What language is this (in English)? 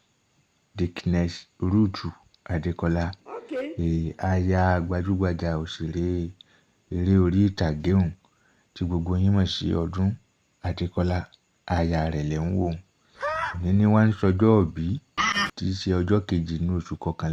Yoruba